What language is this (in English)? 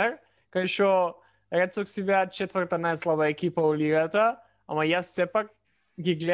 Macedonian